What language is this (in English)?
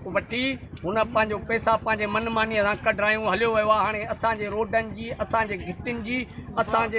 Sindhi